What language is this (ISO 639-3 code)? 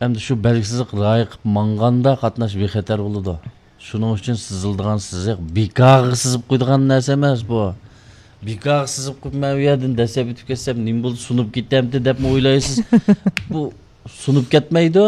uig